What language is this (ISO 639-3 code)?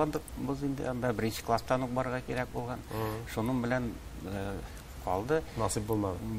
tat